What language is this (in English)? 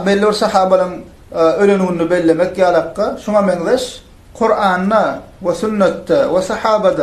Turkmen